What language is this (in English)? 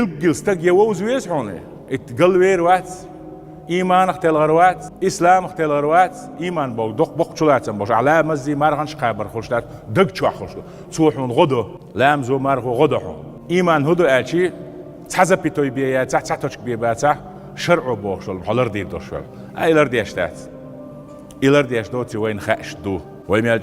Chechen